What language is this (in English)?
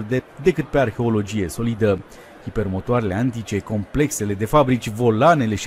Romanian